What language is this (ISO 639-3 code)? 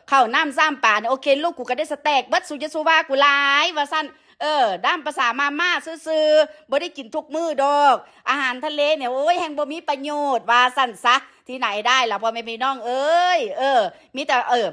tts